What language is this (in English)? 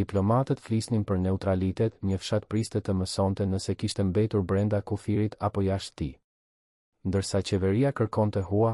Albanian